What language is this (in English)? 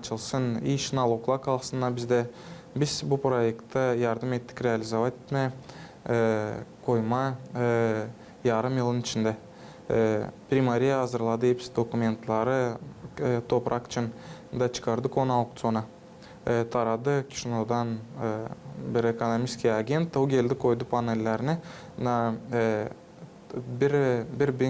Gagauz